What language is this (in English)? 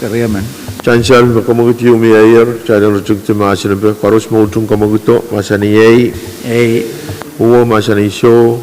Pohnpeian